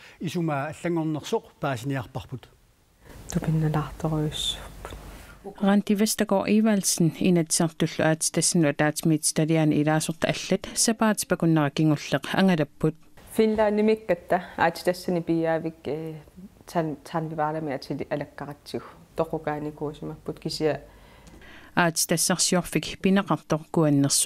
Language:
Kalaallisut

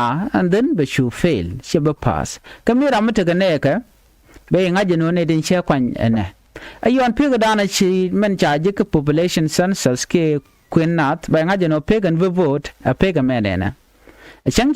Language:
Nuer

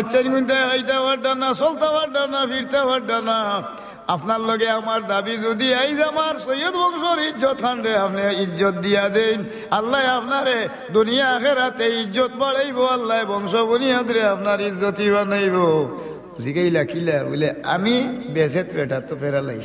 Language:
Sylheti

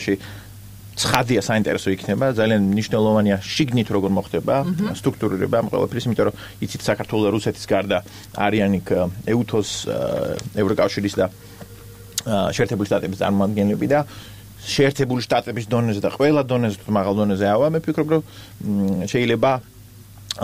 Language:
Georgian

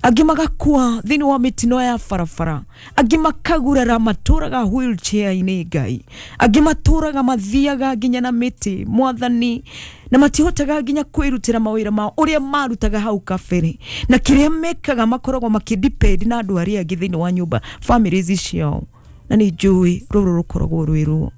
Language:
Kikuyu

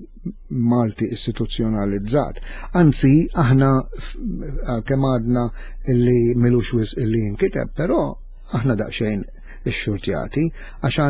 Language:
Maltese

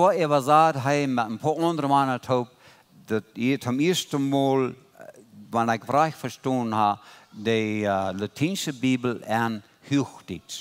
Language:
Plautdietsch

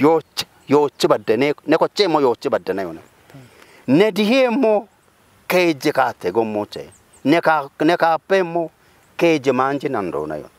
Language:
Kafa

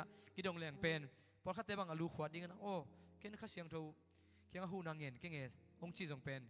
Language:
Tedim Chin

